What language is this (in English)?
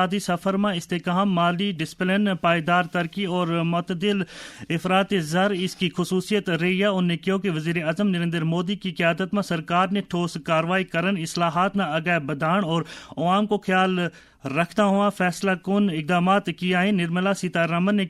Gujari